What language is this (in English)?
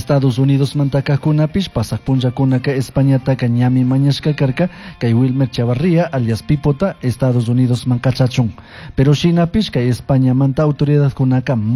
Chimborazo Highland Quichua